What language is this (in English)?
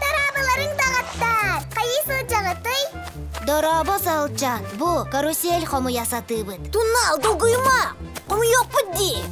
Yakut